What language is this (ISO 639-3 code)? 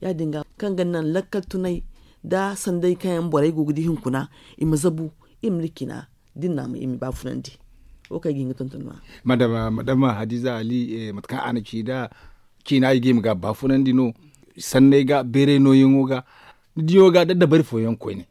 dje